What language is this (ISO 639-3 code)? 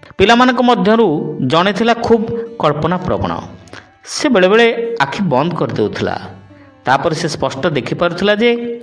ori